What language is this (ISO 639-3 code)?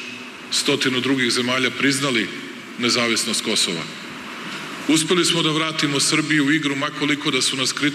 srp